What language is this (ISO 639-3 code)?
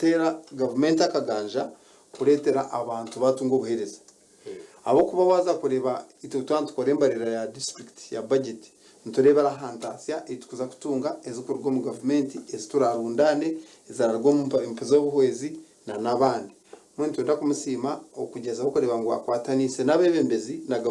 nyn